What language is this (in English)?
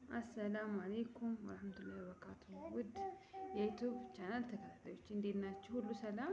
Amharic